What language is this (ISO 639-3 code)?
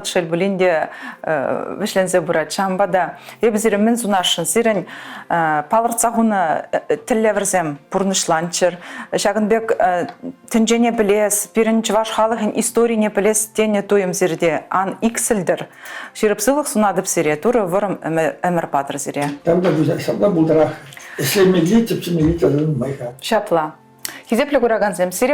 chv